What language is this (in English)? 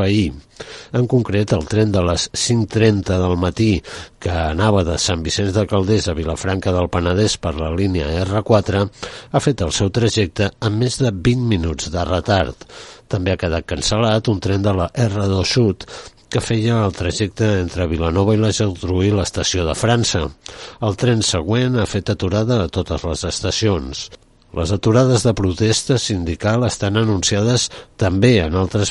Catalan